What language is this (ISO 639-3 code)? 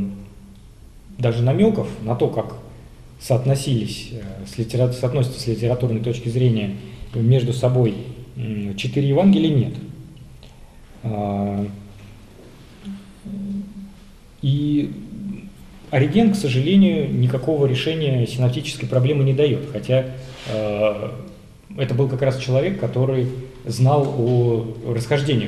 rus